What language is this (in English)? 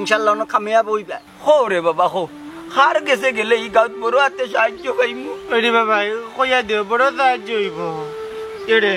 Sylheti